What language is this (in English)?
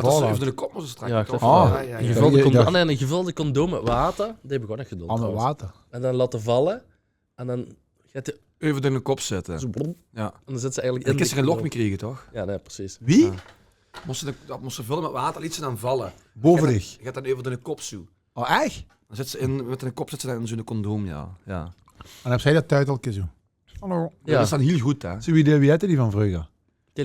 Limburgish